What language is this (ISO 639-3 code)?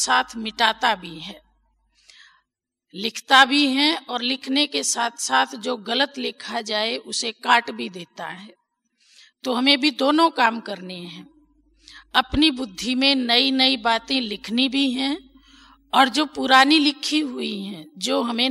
hin